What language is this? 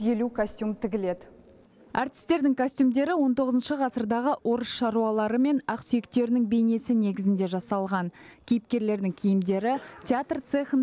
Kazakh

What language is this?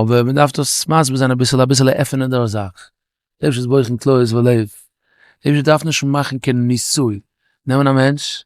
Yiddish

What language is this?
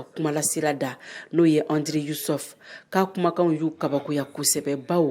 Bambara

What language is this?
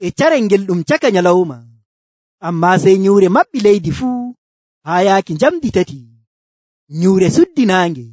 Nigerian Fulfulde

